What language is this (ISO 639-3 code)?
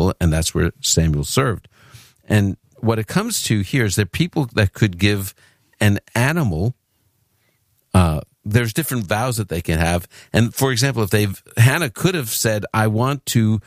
eng